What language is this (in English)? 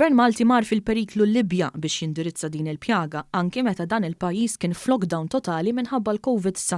Maltese